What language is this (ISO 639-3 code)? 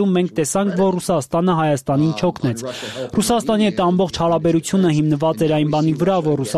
hye